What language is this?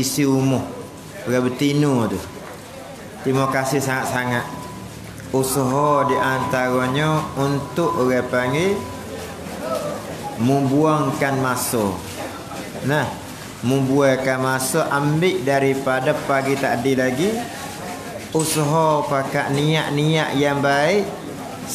Malay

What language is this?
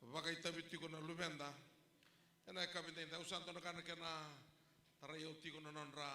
Fijian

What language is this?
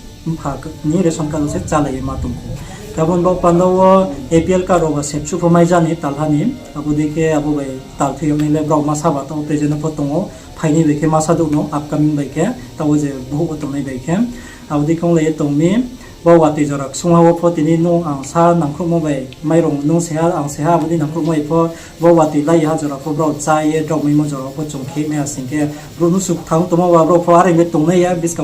Riang (India)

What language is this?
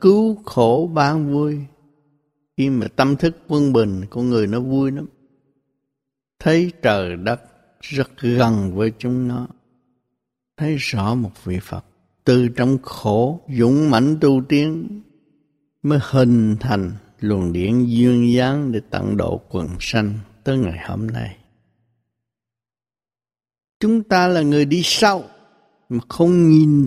Vietnamese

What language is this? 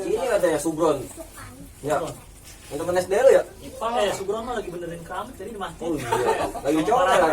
Betawi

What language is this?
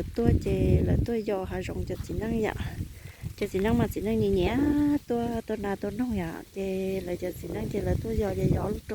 Hmong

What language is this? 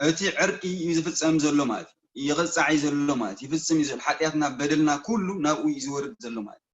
Tigrinya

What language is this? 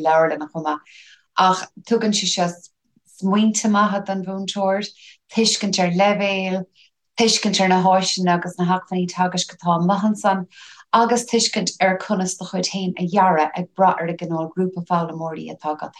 Irish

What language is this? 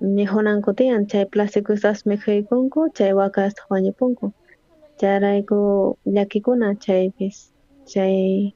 South Bolivian Quechua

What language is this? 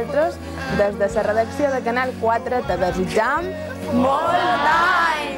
Catalan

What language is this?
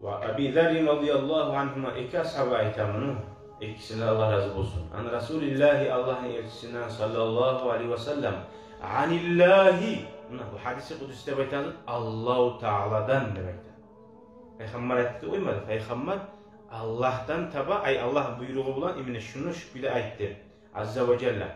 Kumyk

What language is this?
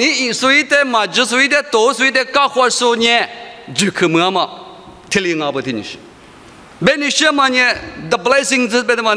Lisu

